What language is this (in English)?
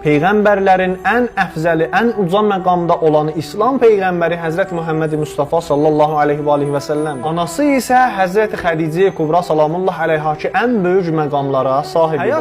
Azerbaijani